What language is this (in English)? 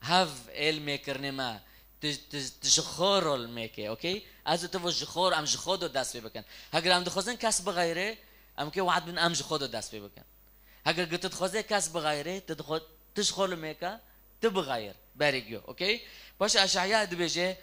Kurdish